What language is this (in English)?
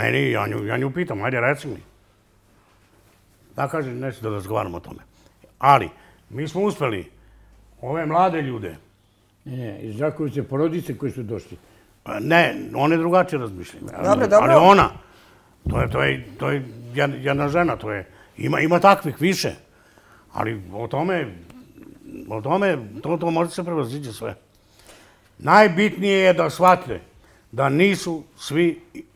Serbian